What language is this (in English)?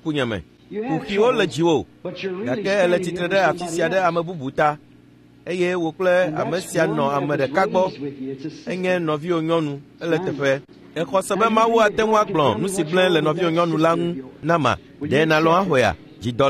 Ewe